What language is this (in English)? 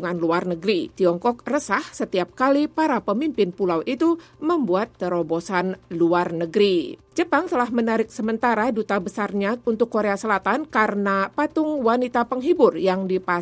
Indonesian